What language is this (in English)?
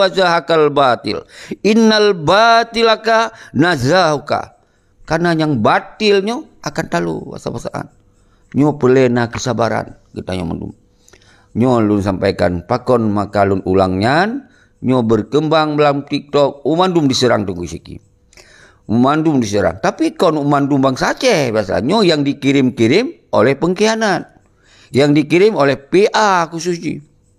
Achinese